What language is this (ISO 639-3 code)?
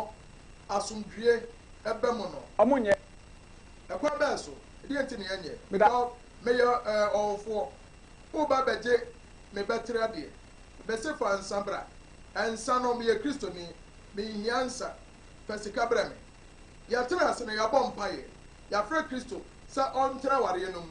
aka